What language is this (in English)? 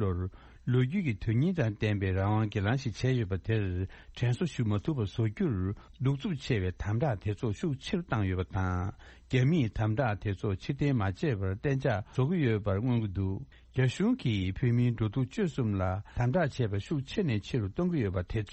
Tibetan